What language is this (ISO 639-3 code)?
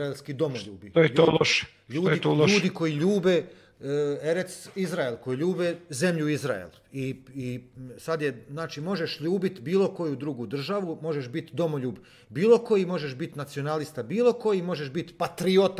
hrv